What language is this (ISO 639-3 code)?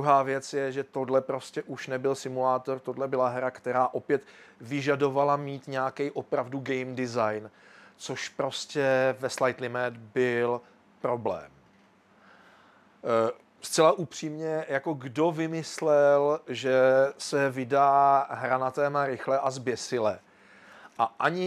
ces